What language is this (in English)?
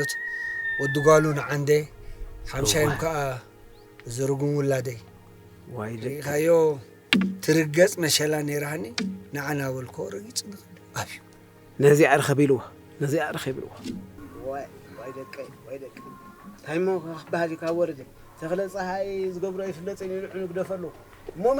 Tigrinya